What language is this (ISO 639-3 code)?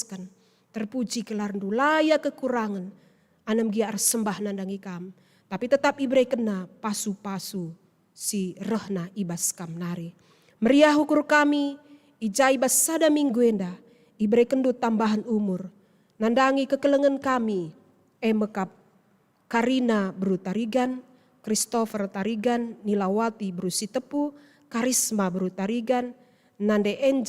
btx